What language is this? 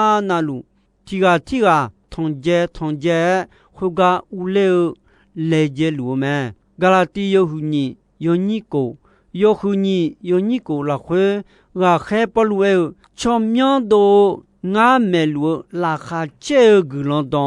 Akha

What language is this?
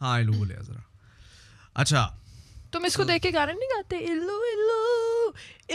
Urdu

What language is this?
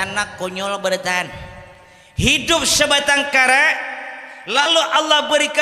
Banjar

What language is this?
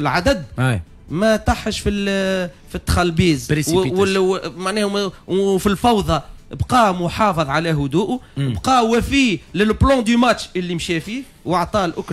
Tunisian Arabic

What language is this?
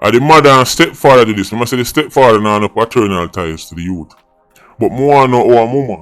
Jamaican Creole English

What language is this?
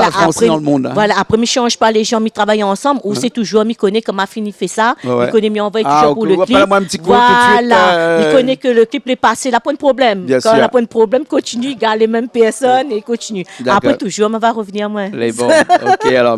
Réunion Creole French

